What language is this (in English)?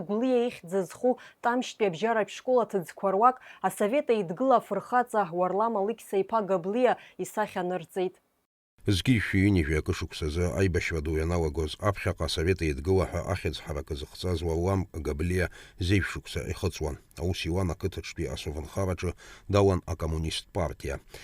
Abkhazian